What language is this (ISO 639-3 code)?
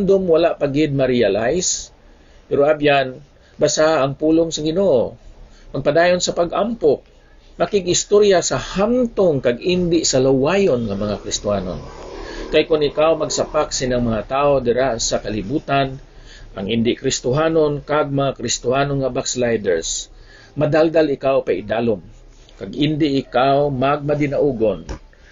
hil